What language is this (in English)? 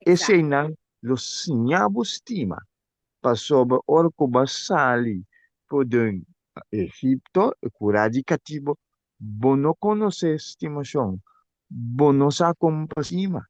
Papiamento